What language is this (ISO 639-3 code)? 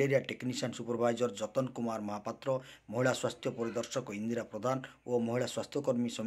ori